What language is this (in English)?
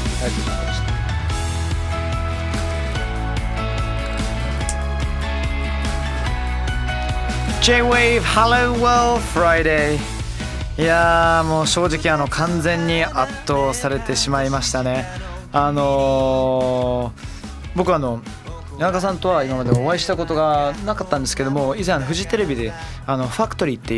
Japanese